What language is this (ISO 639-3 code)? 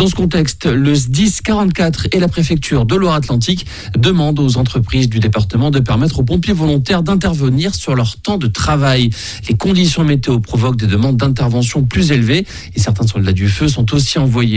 fra